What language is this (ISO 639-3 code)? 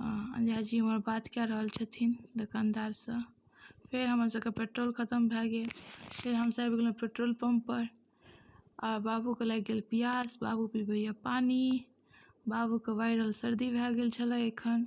mai